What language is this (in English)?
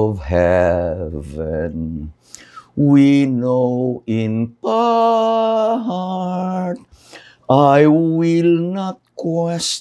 Iloko